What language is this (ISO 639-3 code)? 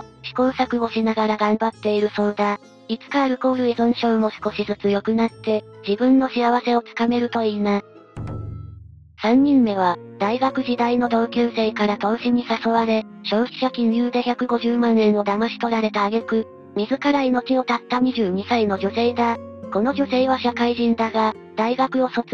jpn